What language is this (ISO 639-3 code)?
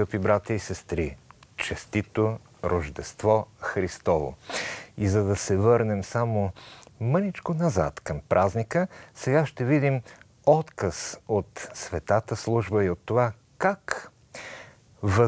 bul